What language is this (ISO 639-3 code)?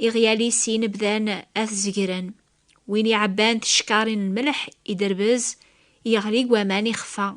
kab